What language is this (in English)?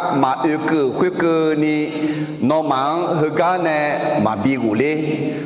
Akha